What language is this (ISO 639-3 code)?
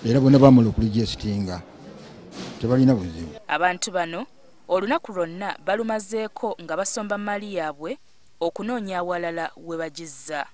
lug